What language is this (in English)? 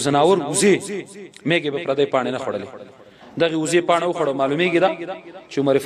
Pashto